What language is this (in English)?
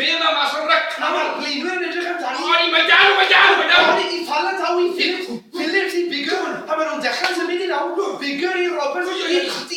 Welsh